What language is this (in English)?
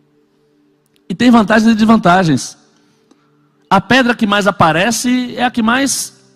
Portuguese